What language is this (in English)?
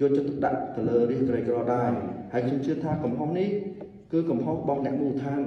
Khmer